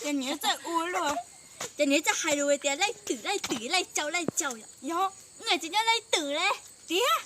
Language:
Hmong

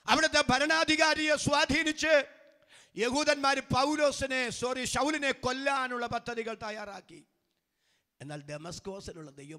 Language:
Malayalam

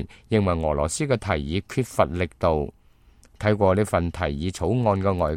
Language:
Cantonese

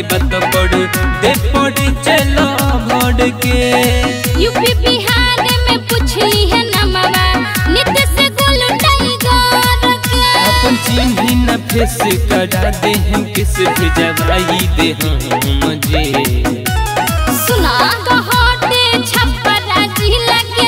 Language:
Bhojpuri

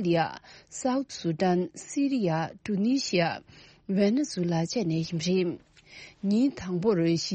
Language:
Tibetan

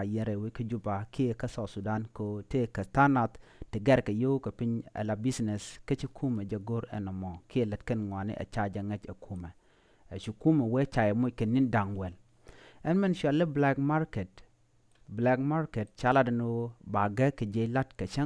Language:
Nuer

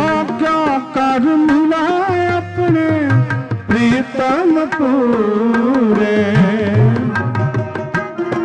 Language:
Punjabi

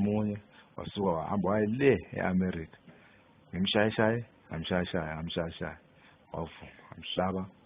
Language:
Zulu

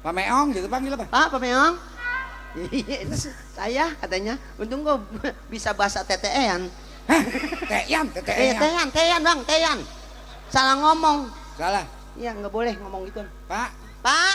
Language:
Betawi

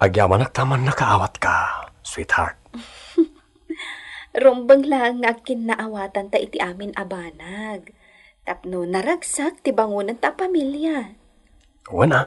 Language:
Iloko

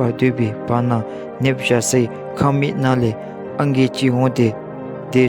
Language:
Dzongkha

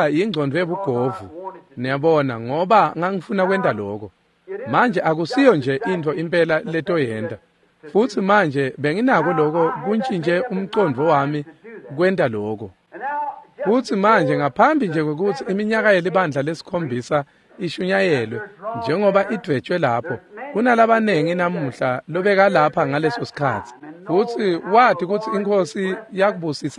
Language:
Swati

